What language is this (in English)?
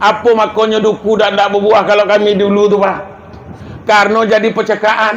Minangkabau